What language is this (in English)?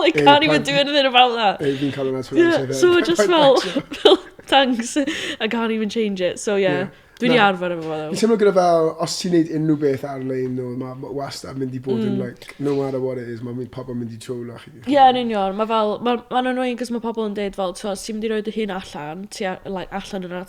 Welsh